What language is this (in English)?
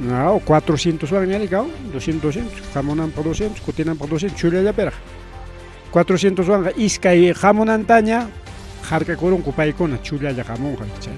Ayacucho Quechua